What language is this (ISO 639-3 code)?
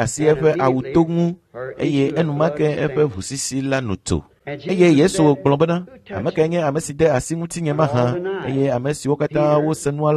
ewe